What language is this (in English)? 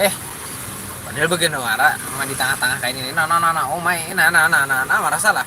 Banjar